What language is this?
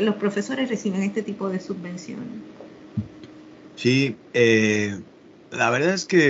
Spanish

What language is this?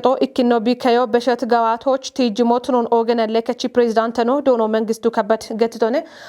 Kafa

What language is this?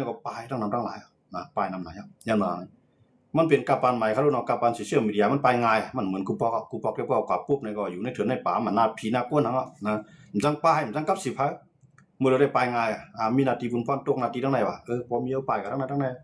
Shan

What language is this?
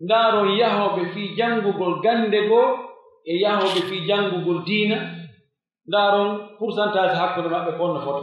Pular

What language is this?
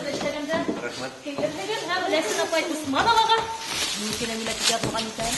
Bashkir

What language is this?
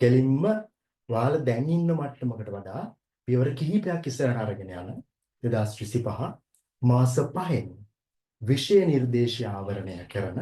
Sinhala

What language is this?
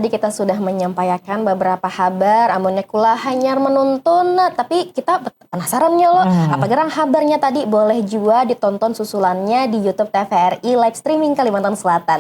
Banjar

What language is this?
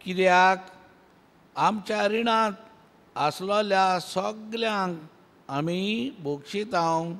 Konkani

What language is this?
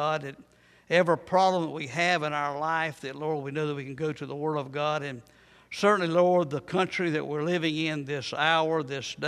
English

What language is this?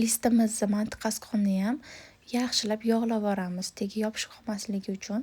Uzbek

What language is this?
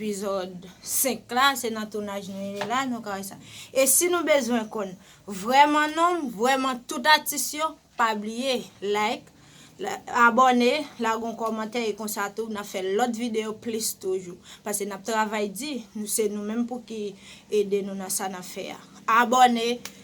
Haitian Creole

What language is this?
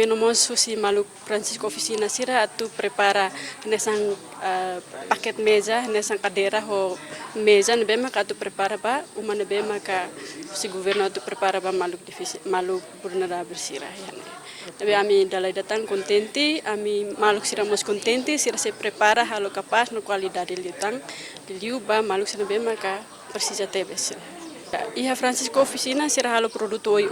Tetum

